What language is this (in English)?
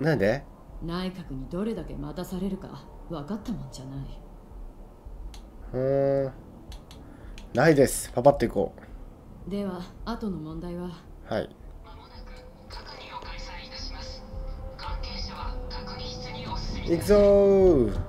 Japanese